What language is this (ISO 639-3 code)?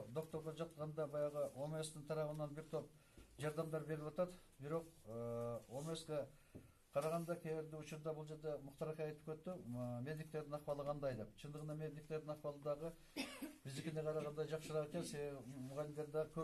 kir